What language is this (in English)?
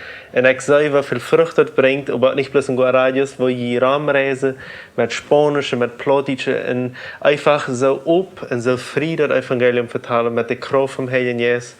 Plautdietsch